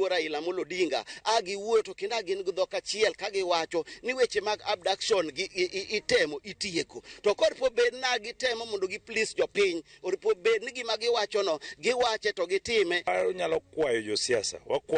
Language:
Luo (Kenya and Tanzania)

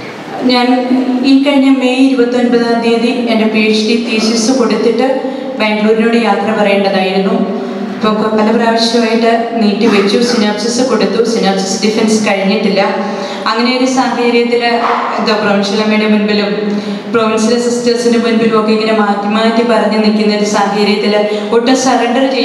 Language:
Malayalam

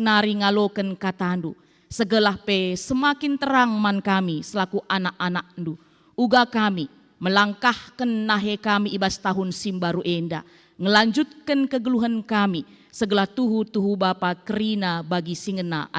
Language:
Batak Karo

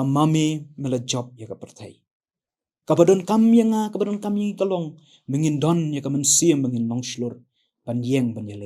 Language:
Khasi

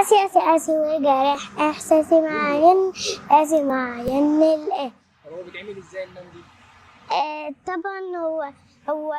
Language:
Egyptian Arabic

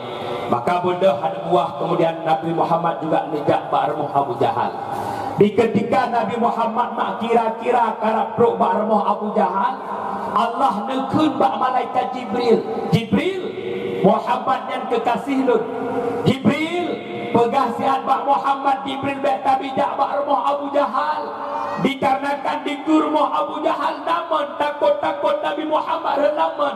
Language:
Achinese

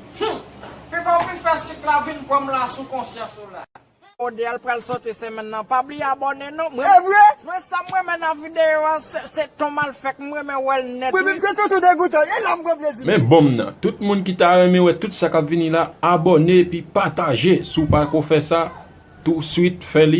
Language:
Haitian Creole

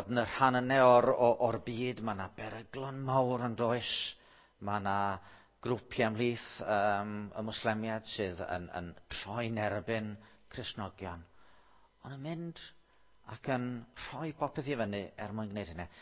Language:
Welsh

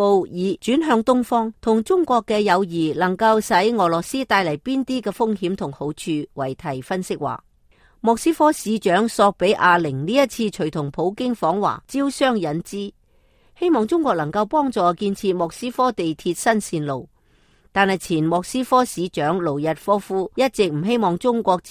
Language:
Cantonese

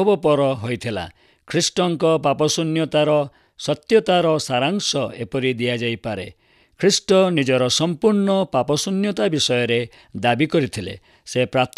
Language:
Odia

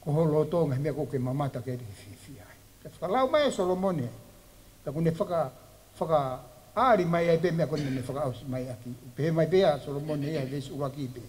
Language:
Tongan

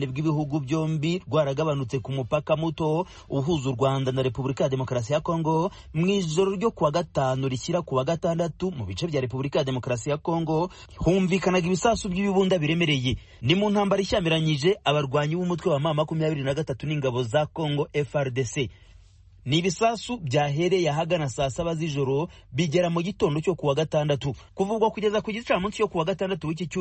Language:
Kinyarwanda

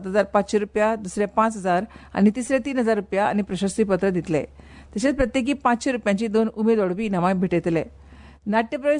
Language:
Konkani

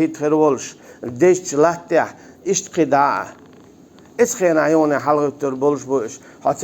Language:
Chechen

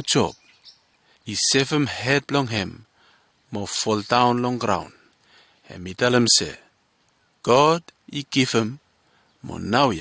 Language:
Bislama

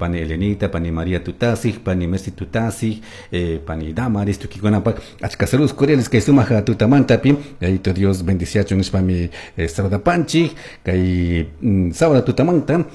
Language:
Chimborazo Highland Quichua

